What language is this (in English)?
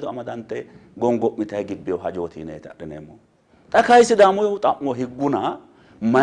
Sidamo